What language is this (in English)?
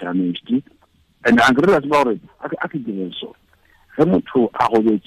Tswana